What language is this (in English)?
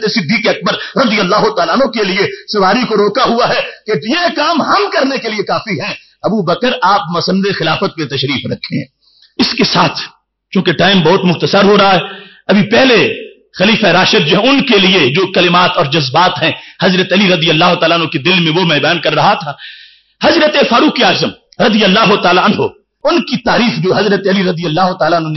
Urdu